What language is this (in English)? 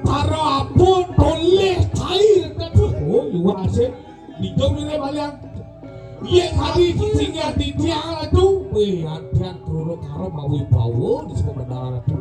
Balinese